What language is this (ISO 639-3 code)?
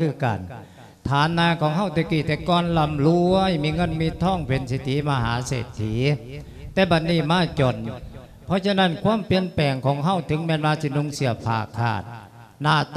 lao